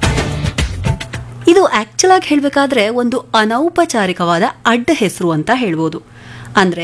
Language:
Kannada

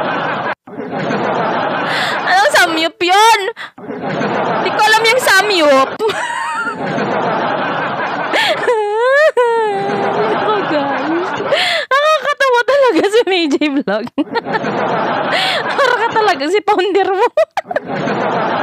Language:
Filipino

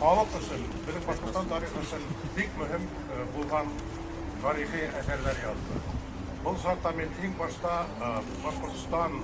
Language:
Bashkir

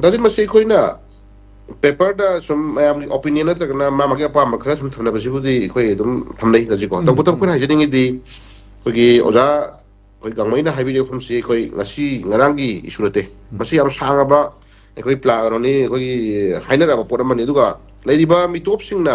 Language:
Manipuri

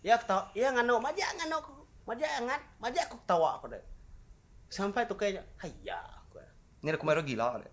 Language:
Iban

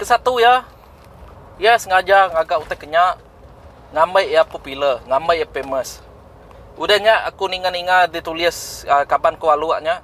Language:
Iban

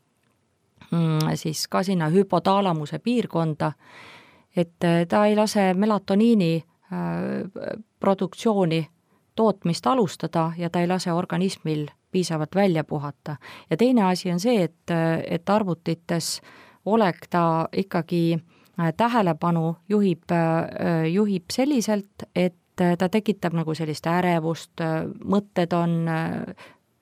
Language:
Estonian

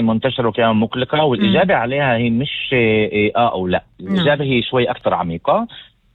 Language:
North Levantine Arabic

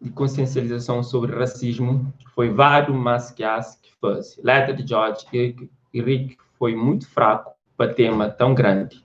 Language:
Kabuverdianu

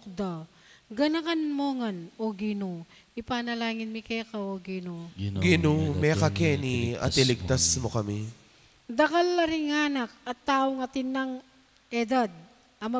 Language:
Pampanga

